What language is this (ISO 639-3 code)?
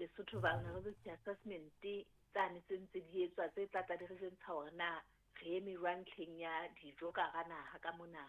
sot